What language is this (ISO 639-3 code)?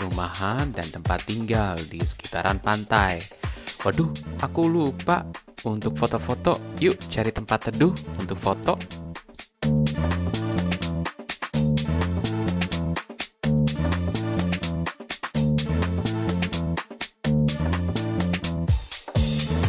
ind